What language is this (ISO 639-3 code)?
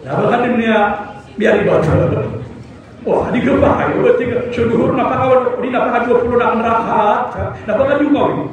mrw